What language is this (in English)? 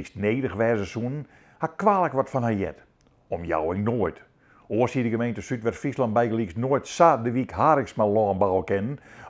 Western Frisian